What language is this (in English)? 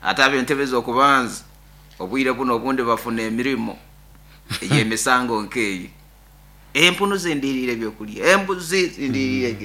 Nyankole